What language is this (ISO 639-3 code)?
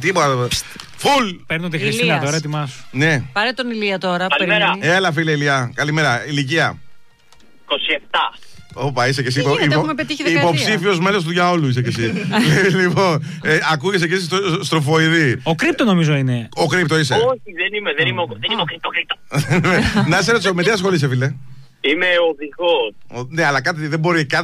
ell